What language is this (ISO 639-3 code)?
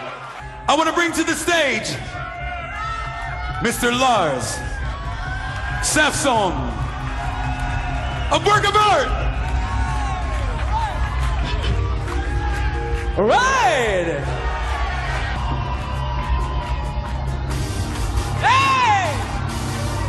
eng